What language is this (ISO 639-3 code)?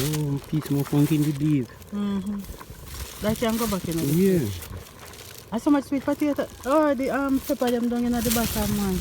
jam